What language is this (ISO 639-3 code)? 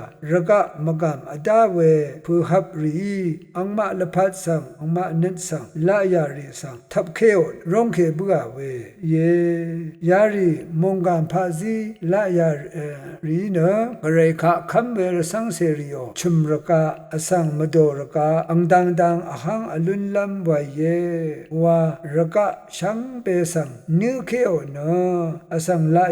raw